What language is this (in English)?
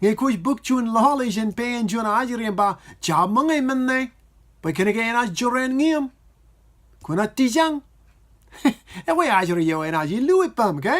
Marshallese